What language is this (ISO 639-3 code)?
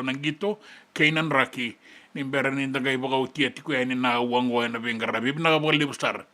fij